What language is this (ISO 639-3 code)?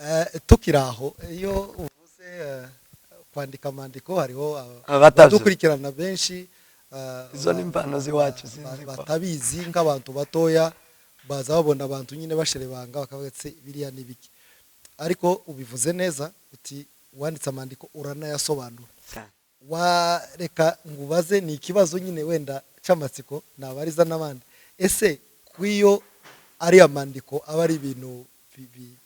kin